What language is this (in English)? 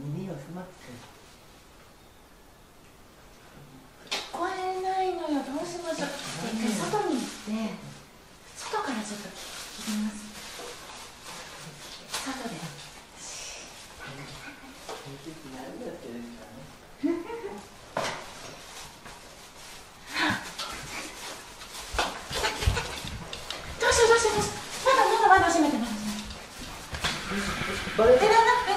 Japanese